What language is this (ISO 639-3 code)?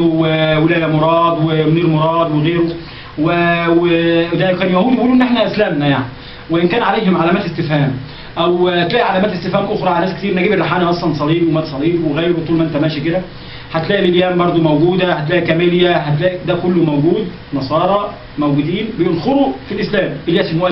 arz